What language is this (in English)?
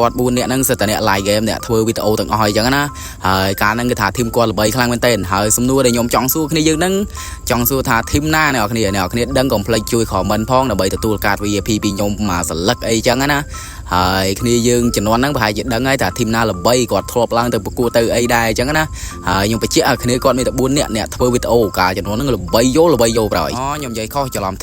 Khmer